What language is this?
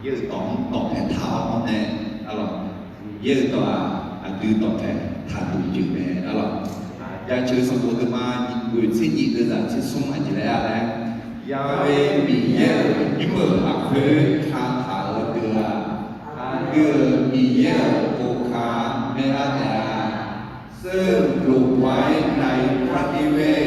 Akha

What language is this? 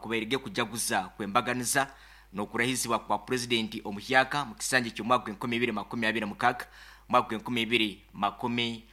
Nyankole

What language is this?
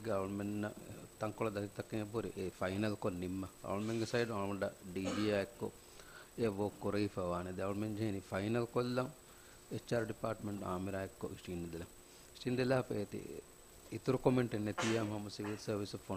Divehi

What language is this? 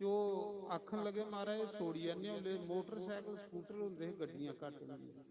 Dogri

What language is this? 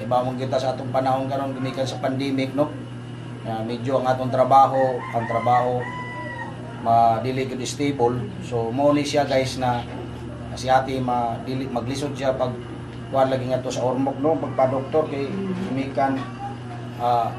Cebuano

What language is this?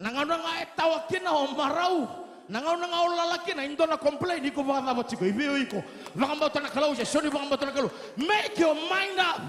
Fijian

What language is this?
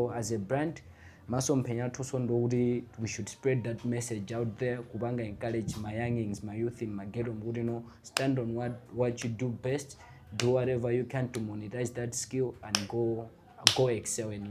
Nyanja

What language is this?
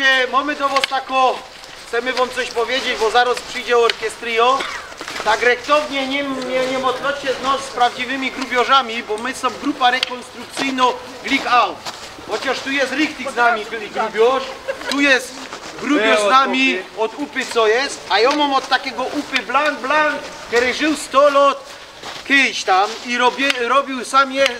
Silesian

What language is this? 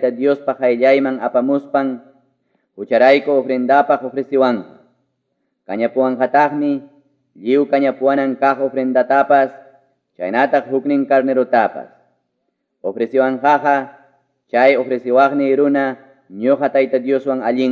Ayacucho Quechua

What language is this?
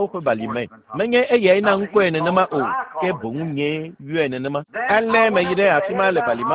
Ewe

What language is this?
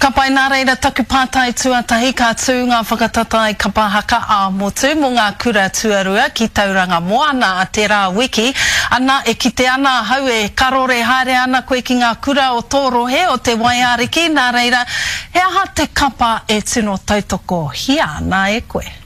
Māori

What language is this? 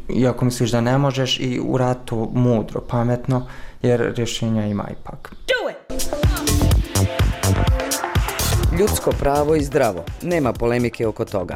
Bosnian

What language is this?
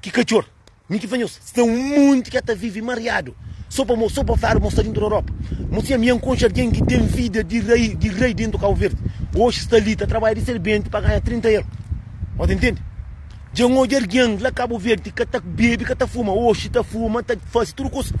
Kabuverdianu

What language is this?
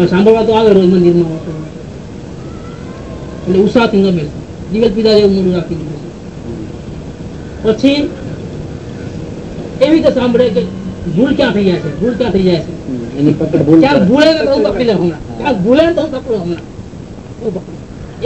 Gujarati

